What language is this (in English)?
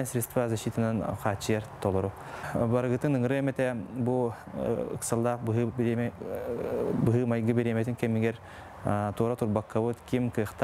Yakut